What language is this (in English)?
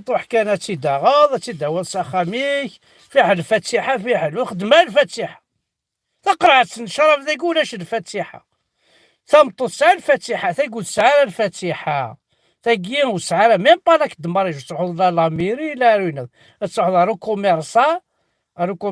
Kabyle